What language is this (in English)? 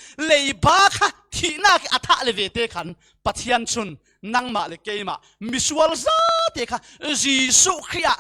Falam Chin